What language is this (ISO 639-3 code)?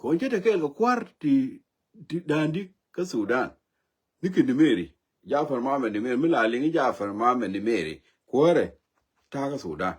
nus